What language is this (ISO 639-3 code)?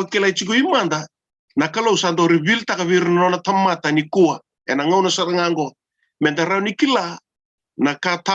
fij